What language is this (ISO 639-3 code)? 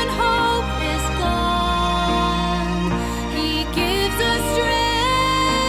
tah